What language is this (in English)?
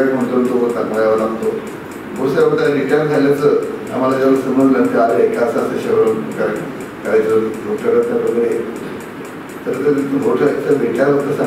Marathi